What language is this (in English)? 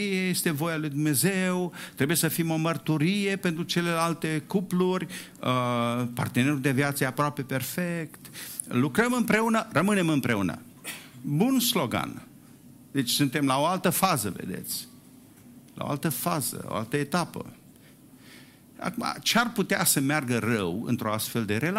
Romanian